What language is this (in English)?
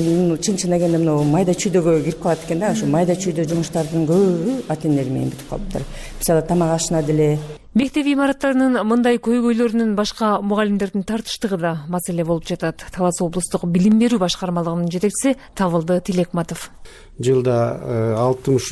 Kyrgyz